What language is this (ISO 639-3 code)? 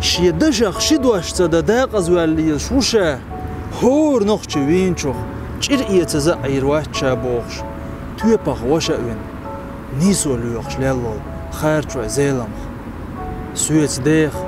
che